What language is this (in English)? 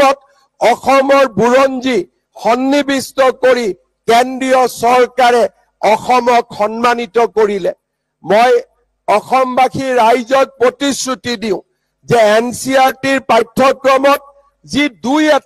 Assamese